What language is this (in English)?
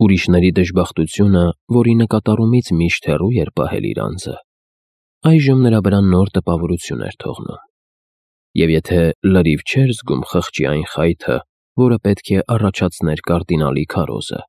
Armenian